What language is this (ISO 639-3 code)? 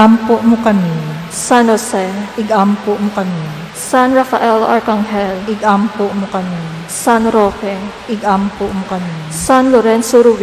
hil